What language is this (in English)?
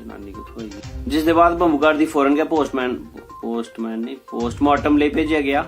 Dogri